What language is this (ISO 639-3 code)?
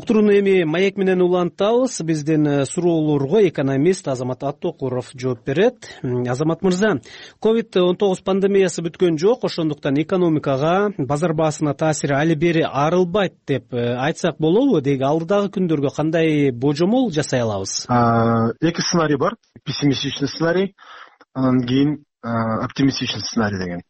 kir